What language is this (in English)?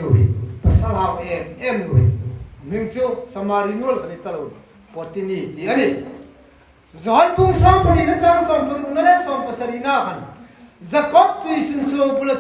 Hmar